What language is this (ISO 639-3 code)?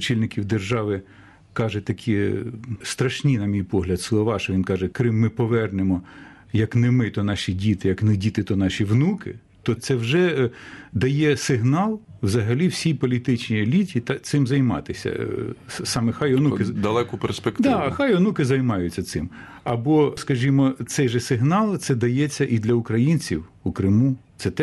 ukr